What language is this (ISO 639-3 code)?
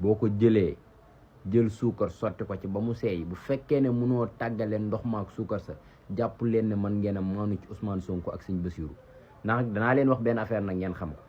wol